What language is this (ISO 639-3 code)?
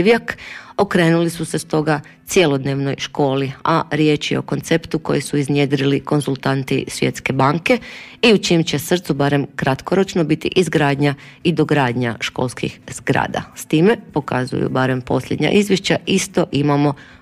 hrv